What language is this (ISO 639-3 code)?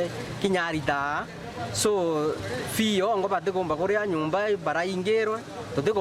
mer